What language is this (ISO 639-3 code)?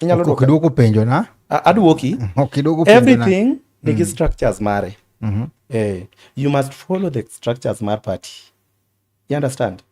luo